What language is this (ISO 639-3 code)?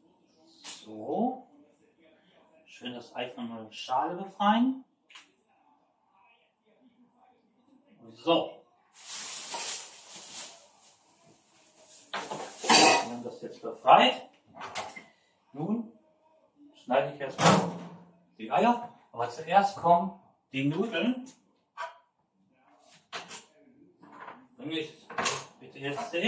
deu